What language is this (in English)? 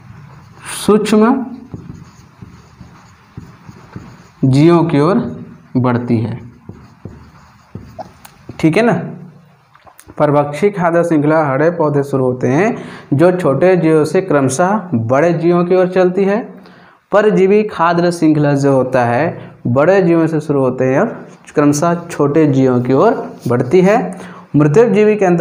Hindi